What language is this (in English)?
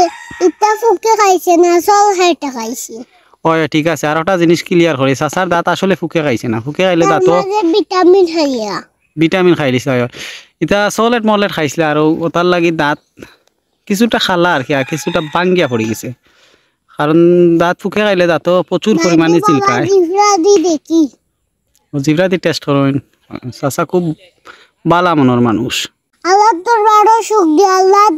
Sylheti